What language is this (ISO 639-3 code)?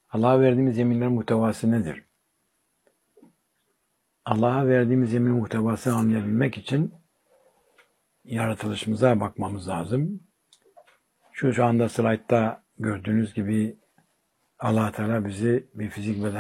tur